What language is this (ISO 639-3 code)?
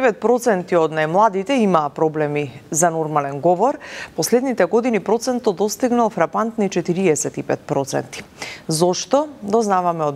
mkd